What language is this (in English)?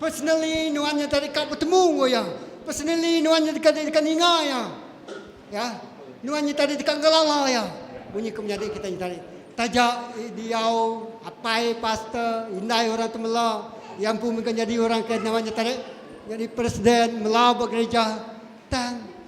Iban